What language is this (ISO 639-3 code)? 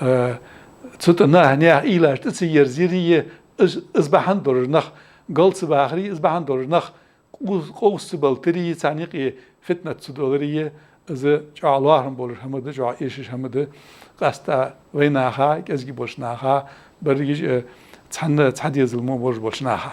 inh